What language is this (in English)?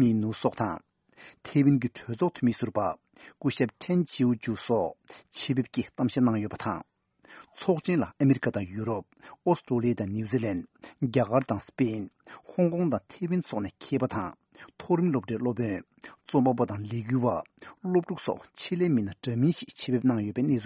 Tibetan